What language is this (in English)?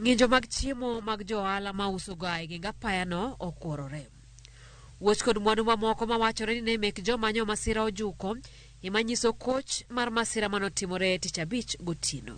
Luo (Kenya and Tanzania)